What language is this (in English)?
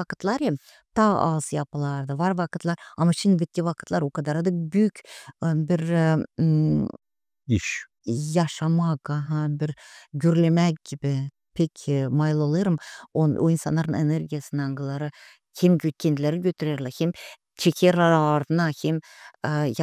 Gagauz